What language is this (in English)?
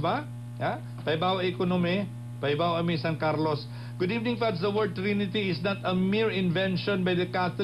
Cebuano